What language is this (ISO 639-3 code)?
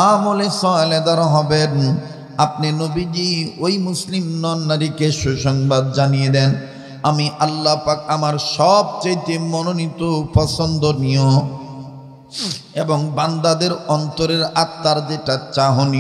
ben